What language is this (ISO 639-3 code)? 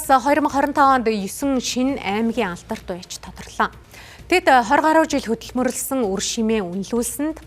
mon